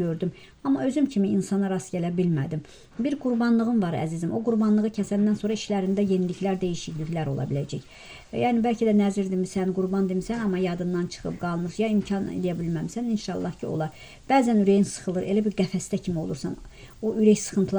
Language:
Azerbaijani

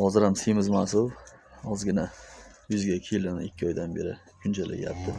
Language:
Uzbek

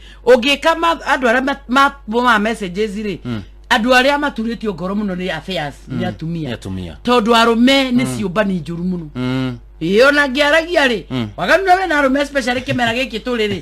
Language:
Kikuyu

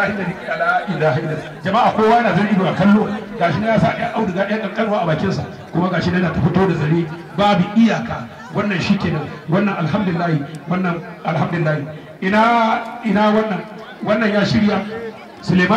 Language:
Hausa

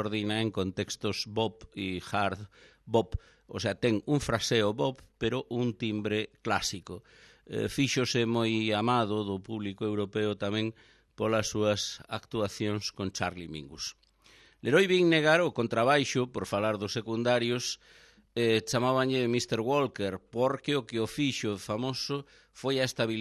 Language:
Galician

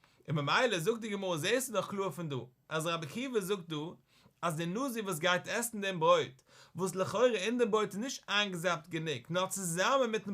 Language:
Yiddish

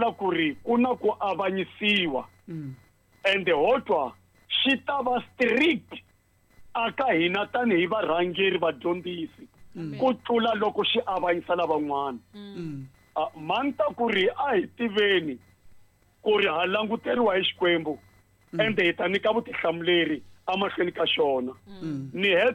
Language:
Tsonga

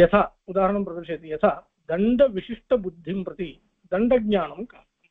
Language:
Sanskrit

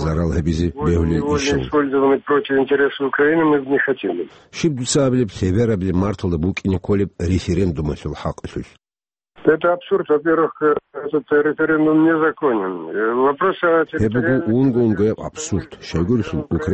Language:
Avaric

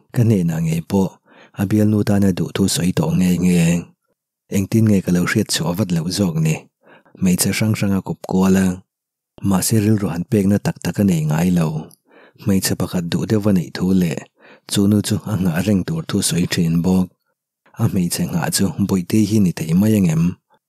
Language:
Mizo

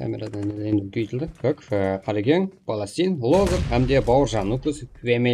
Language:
Kara-Kalpak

